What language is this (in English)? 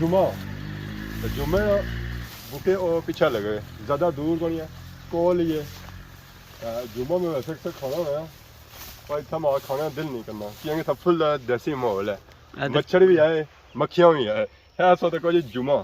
Pahari-Potwari